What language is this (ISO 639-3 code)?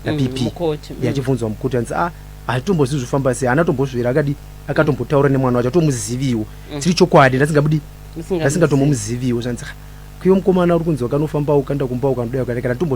sna